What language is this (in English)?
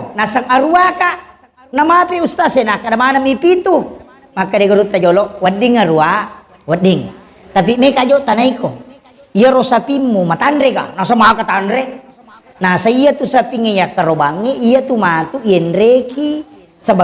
Buginese